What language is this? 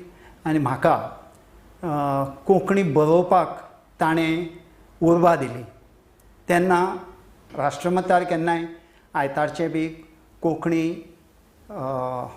Konkani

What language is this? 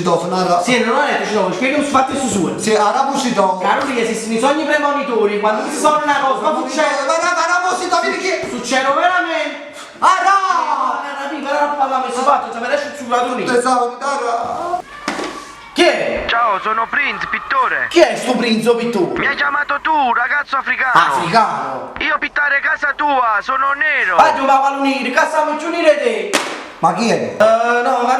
Neapolitan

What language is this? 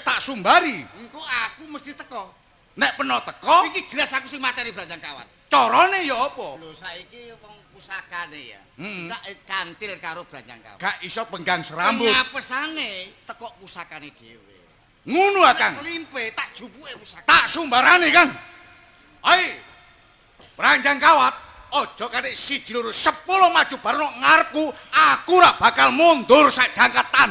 Javanese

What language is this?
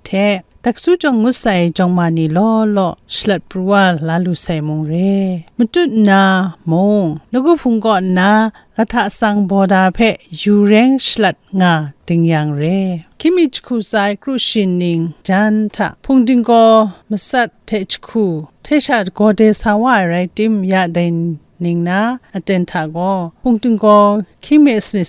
Kachin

